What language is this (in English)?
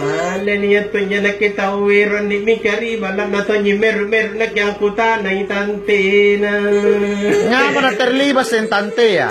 Makasar